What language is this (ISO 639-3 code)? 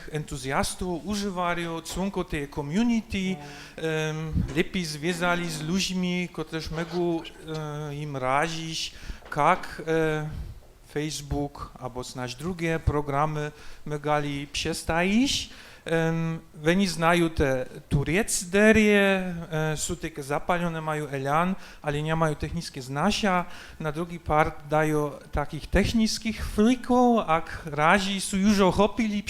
hsb